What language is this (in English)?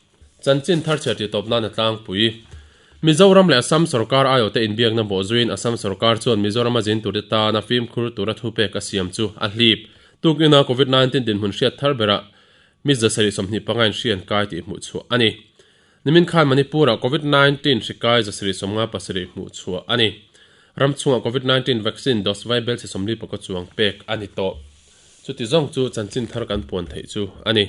Mizo